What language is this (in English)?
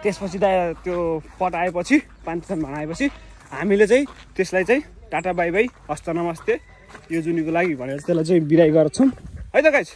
Nepali